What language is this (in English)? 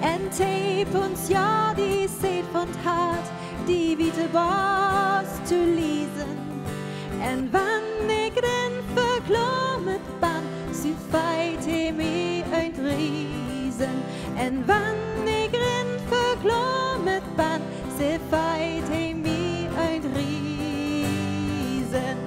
Northern Frisian